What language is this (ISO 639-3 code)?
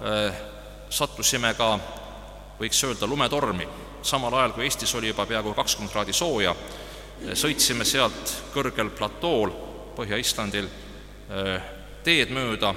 est